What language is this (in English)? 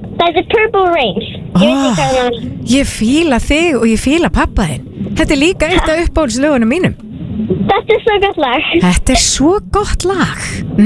Icelandic